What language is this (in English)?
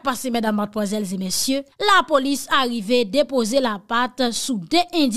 Haitian Creole